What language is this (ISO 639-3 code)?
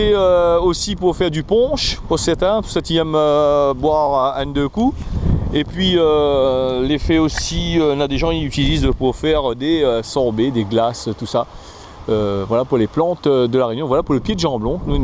rcf